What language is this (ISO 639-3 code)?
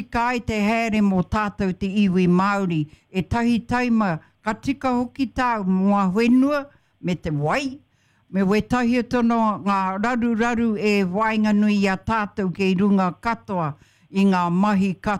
mri